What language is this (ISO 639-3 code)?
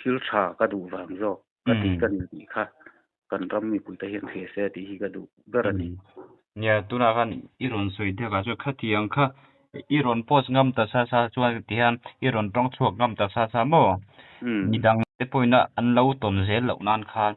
lus